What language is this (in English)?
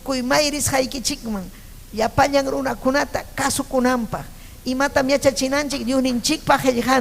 Ayacucho Quechua